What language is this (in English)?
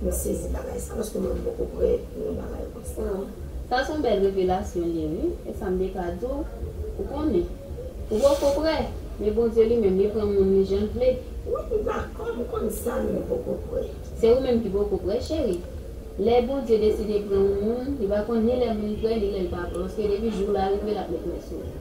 Haitian Creole